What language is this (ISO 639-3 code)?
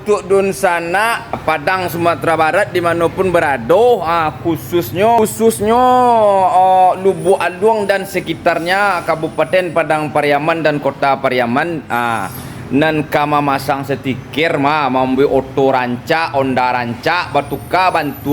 min